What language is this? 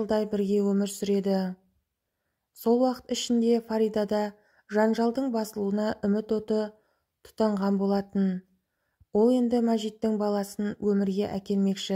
Kazakh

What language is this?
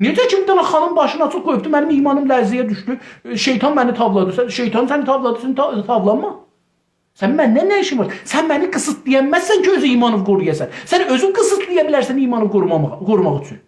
South Azerbaijani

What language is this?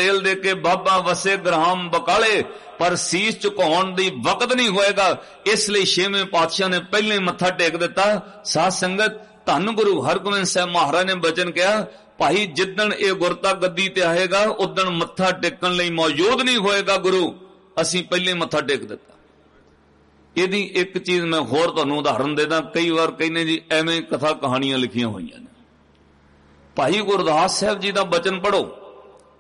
Punjabi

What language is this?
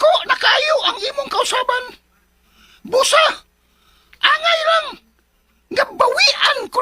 Cebuano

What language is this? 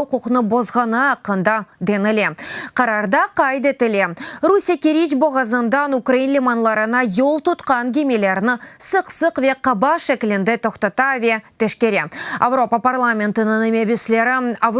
Crimean Tatar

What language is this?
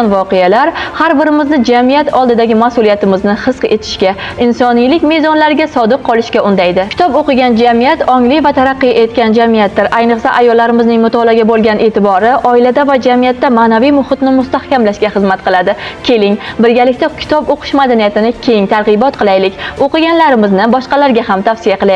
Uzbek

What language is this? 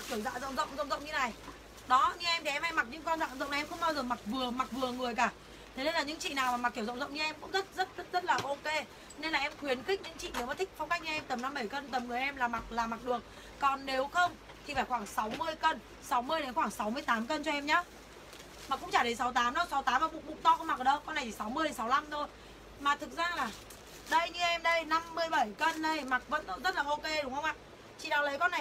Vietnamese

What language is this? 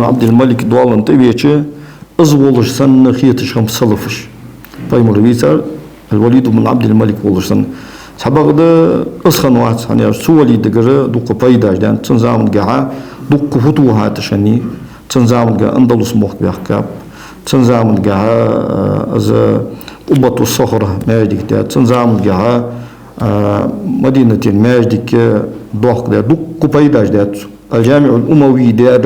Ingush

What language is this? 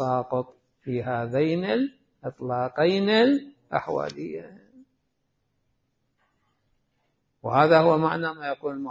Arabic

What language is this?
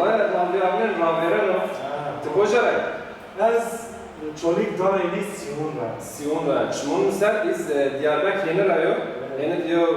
Zaza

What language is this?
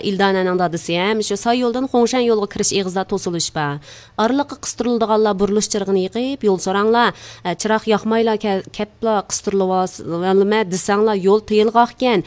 Uyghur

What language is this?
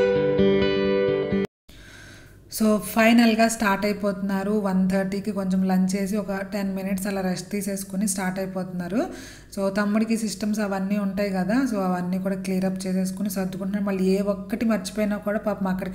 Telugu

